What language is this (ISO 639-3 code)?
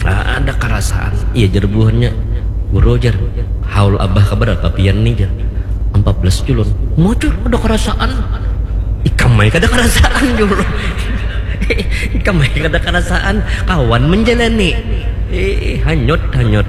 bjn